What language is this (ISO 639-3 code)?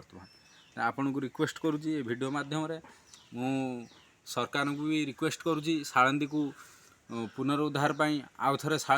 ori